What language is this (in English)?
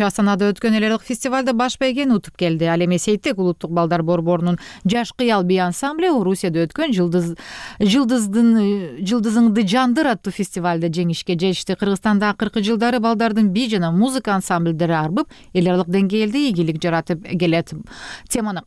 Kyrgyz